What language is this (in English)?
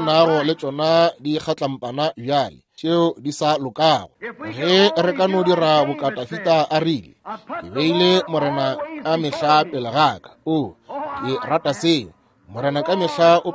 Northern Sotho